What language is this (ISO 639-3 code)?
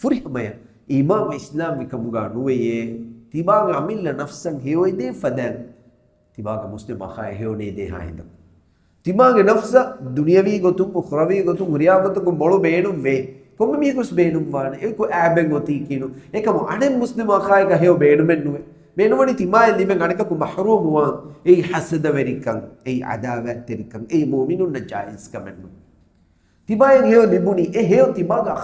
div